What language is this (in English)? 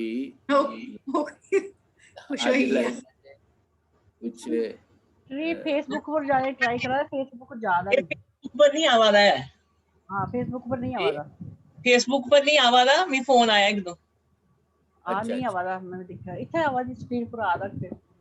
Dogri